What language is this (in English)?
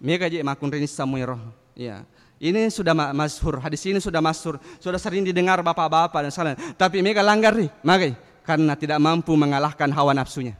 Buginese